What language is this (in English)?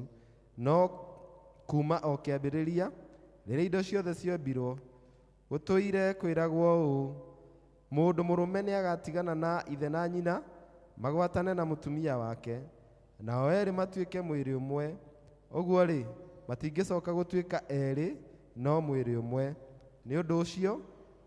Kikuyu